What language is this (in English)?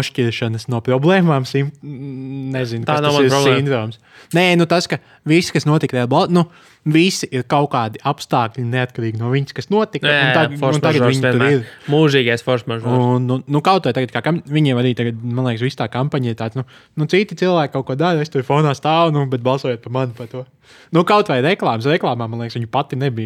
Latvian